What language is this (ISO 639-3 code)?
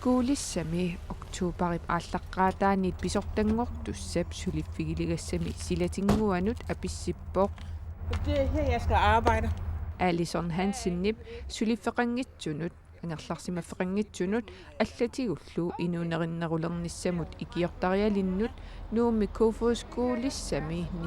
kal